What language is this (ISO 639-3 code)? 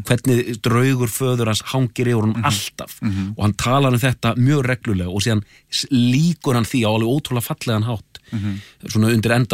isl